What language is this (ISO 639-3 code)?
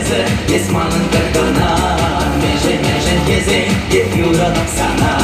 chv